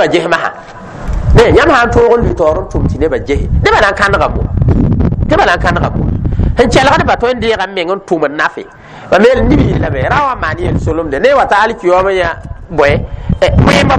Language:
Mossi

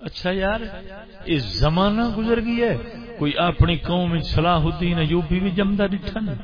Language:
Saraiki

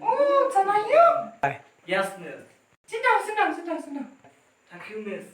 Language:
Khasi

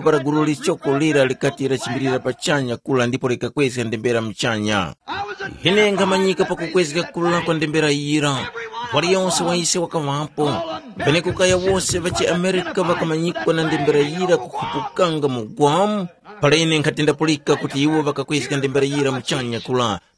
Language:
Tumbuka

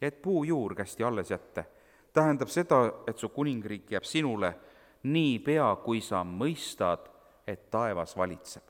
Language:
Estonian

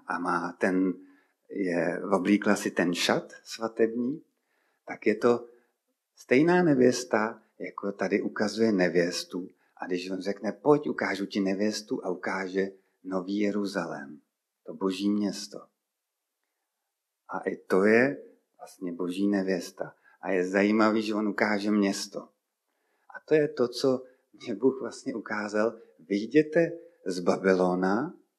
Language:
Czech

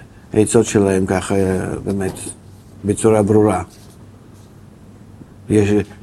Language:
Hebrew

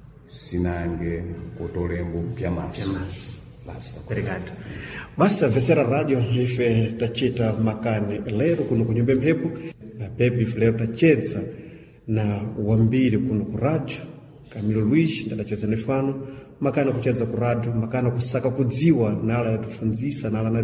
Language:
Sena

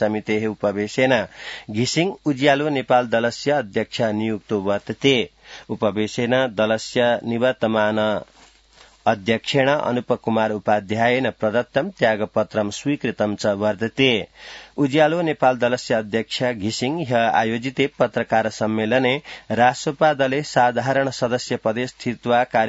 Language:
Sanskrit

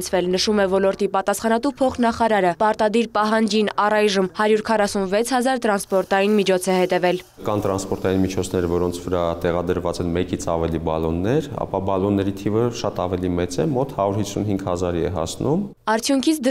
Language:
Armenian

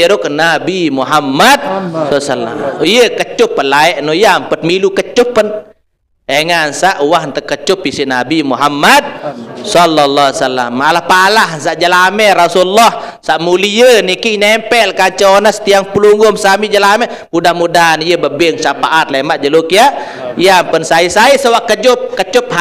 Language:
Sasak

